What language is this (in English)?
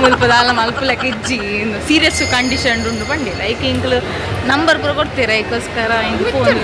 Tulu